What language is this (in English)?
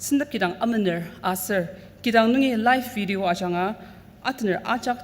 Ao Naga